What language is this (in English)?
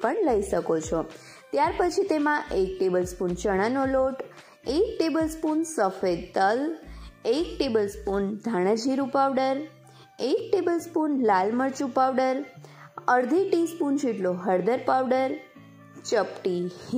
Gujarati